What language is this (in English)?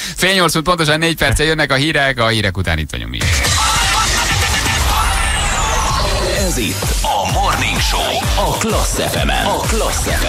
Hungarian